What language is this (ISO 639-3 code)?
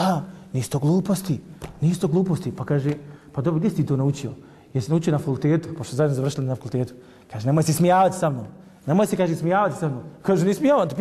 bos